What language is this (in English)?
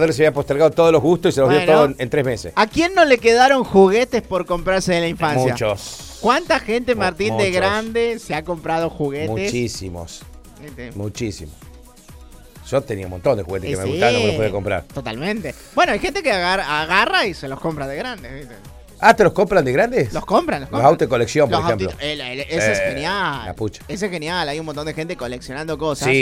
Spanish